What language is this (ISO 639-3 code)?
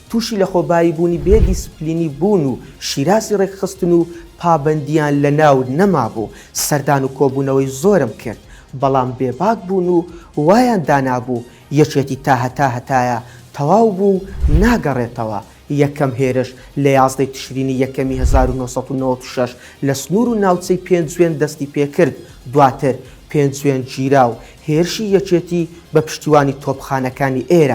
ckb